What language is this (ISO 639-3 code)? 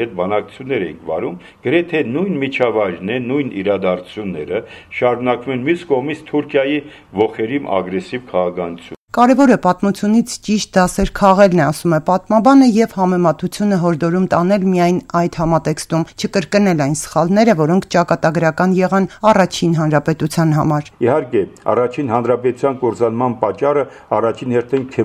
hye